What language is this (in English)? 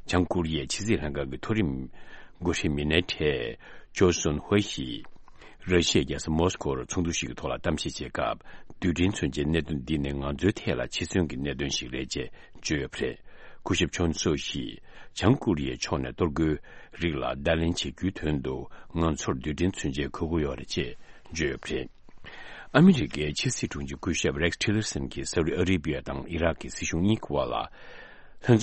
Tibetan